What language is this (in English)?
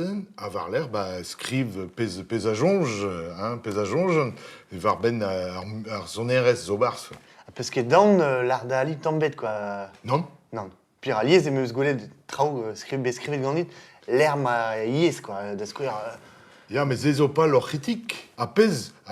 Breton